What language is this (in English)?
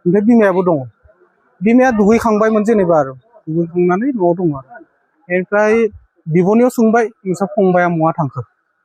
Bodo